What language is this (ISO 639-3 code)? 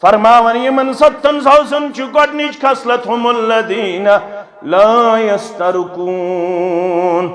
kas